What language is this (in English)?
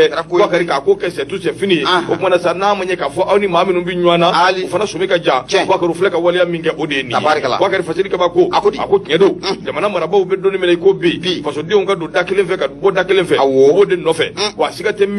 Bambara